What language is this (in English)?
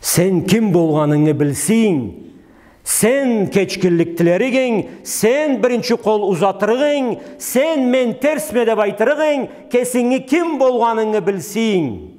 Karachay-Balkar